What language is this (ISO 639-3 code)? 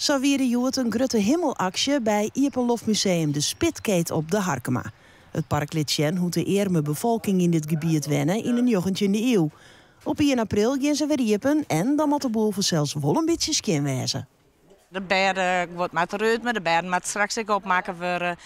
fry